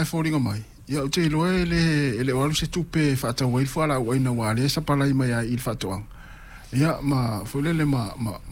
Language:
Samoan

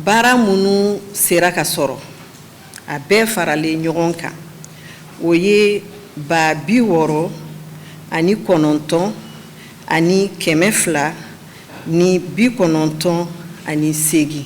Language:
Bambara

